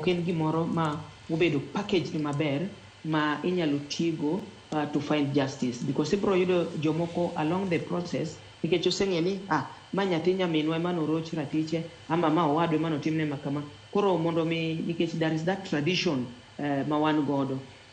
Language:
Luo (Kenya and Tanzania)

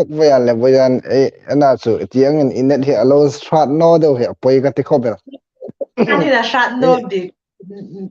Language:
Hmar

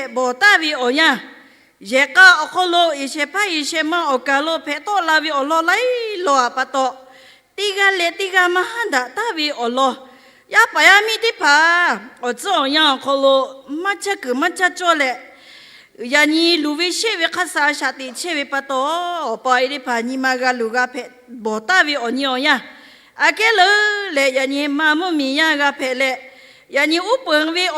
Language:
Lahu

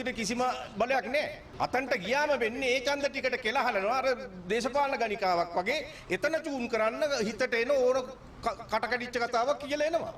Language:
Sinhala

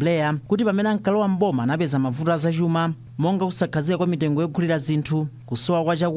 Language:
Nyanja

